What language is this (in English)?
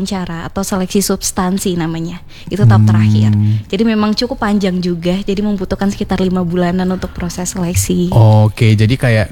Indonesian